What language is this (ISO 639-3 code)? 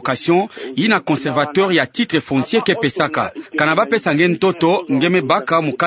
ktu